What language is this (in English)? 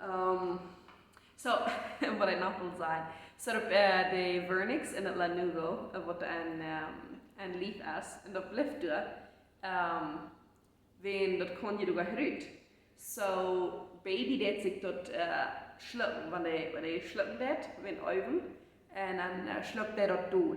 Plautdietsch